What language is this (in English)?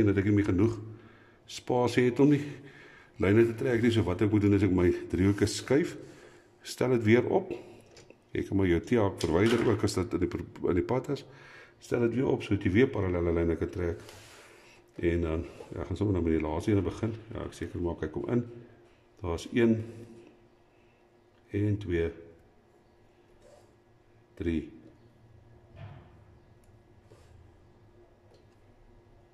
Afrikaans